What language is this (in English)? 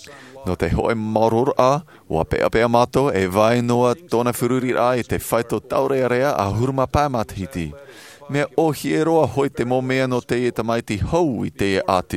Tahitian